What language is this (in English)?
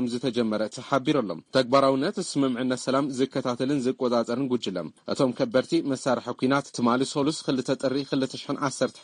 Tigrinya